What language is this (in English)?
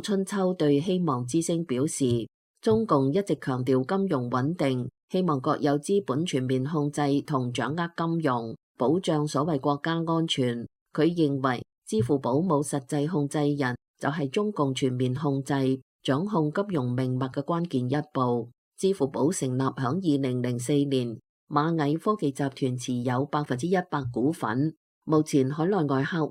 Cantonese